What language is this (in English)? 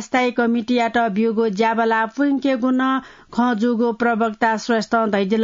Newari